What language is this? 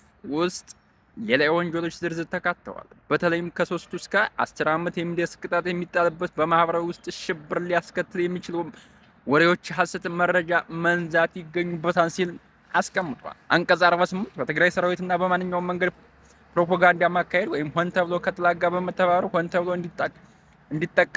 Amharic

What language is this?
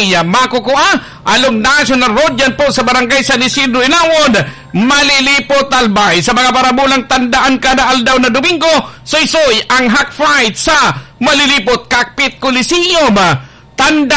Bikol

